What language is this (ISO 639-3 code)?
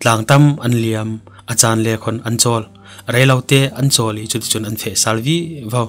cfm